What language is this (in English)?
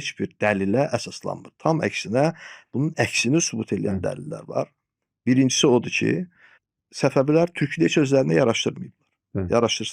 Azerbaijani